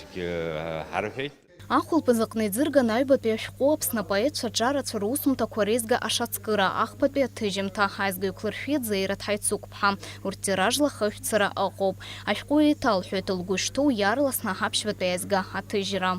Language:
Abkhazian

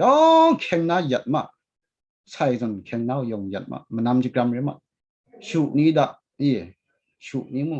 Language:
Kachin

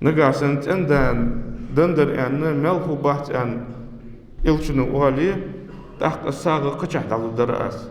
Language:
Ingush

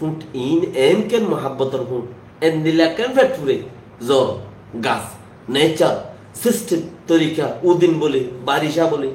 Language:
Rohingya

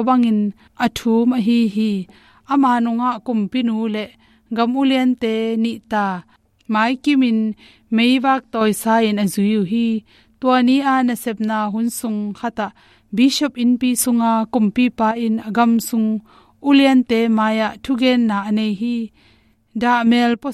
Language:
Tedim Chin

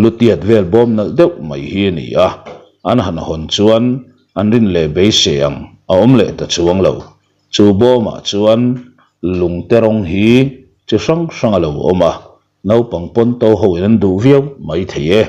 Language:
Mizo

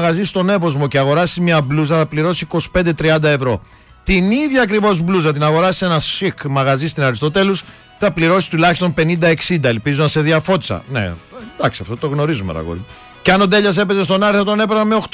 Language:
Greek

